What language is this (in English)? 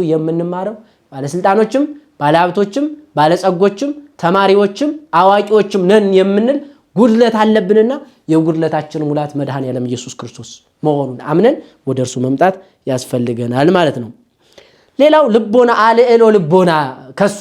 Amharic